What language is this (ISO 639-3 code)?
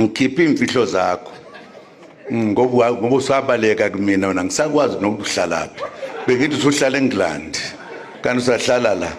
zul